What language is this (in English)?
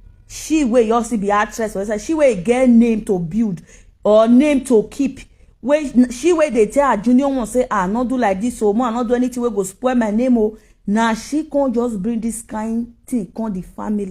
Nigerian Pidgin